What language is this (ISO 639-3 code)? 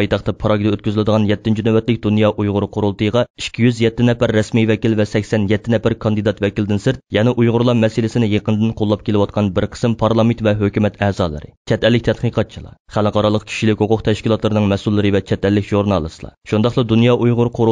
uig